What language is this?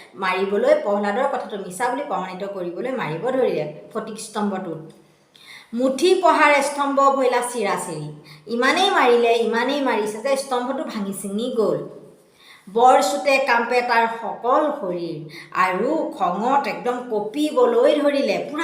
Assamese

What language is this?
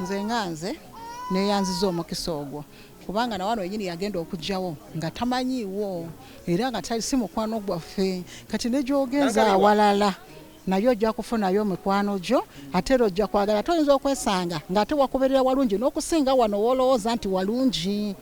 Ganda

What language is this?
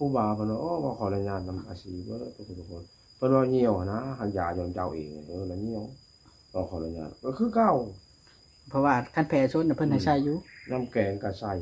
Northeastern Thai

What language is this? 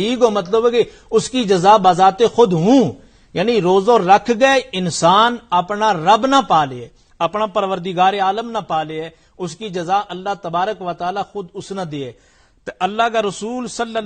Gujari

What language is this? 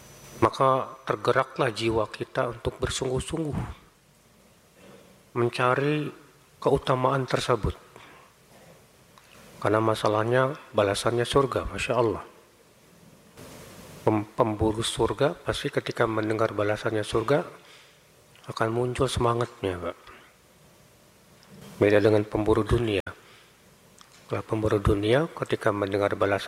Indonesian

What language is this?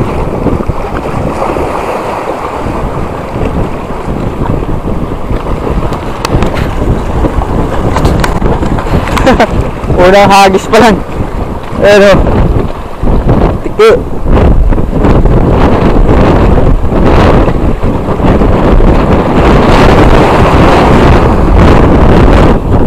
Filipino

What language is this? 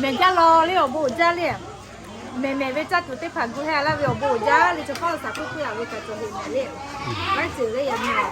Lahu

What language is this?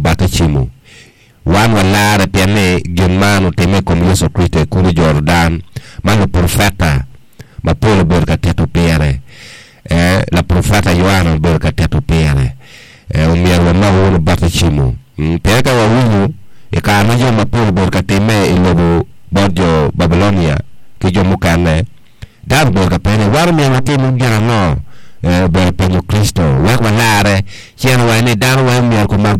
Acoli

